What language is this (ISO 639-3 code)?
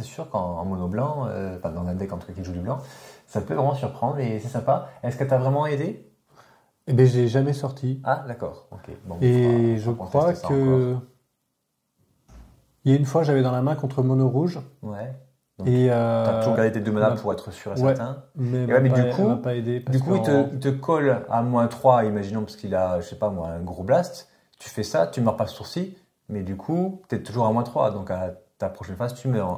fra